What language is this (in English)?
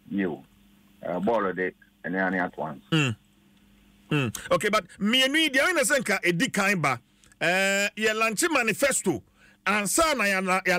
Akan